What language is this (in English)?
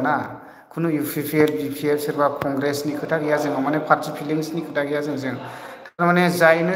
Bodo